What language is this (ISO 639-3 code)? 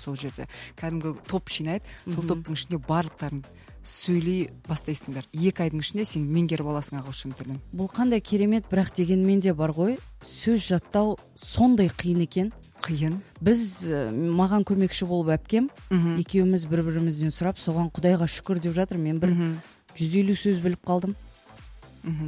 kaz